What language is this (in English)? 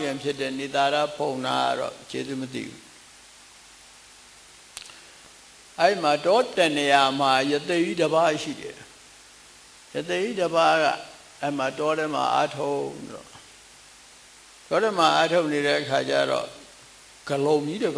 Burmese